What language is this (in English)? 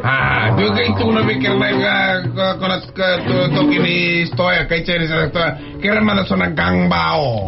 Fijian